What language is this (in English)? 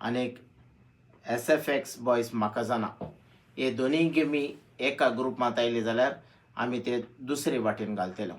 Konkani